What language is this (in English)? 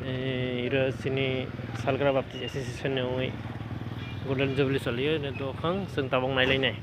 Kok Borok